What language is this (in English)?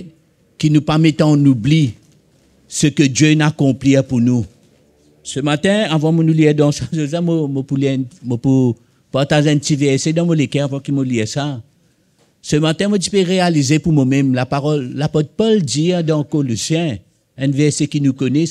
Morisyen